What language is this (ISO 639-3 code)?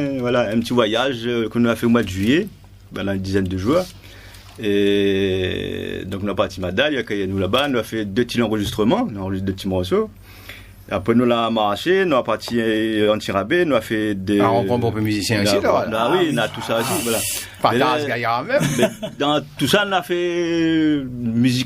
rcf